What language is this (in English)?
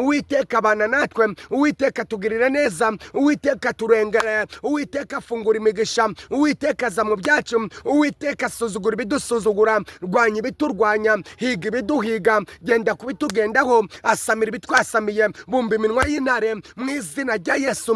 Kinyarwanda